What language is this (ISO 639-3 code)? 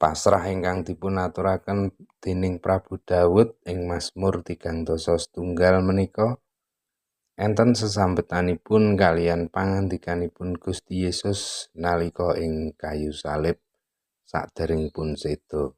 jav